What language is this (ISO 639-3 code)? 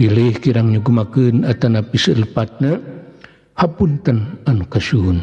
sun